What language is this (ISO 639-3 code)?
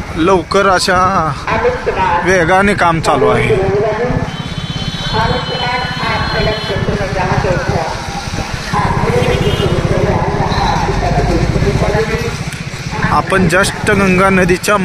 mar